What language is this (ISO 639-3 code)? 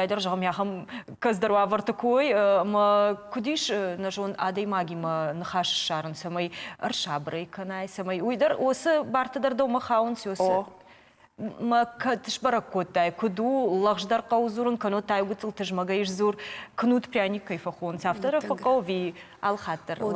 oss